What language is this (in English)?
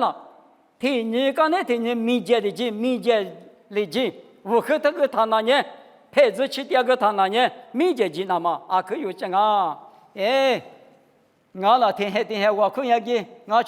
Lisu